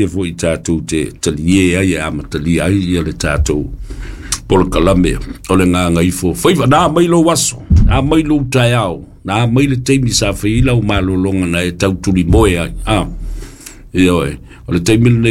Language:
Samoan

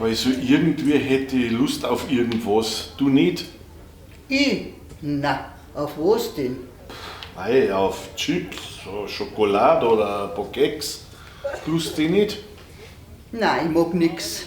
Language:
Bavarian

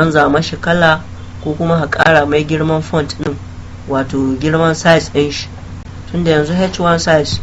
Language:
Hausa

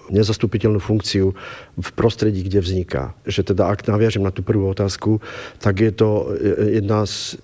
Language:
Slovak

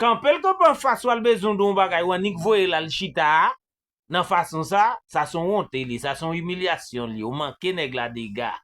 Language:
Haitian Creole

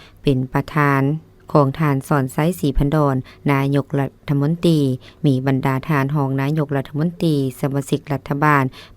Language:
Lao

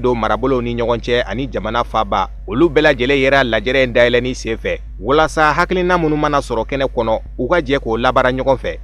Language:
Bambara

